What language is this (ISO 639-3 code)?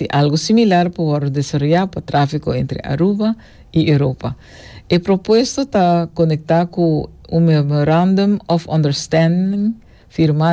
pap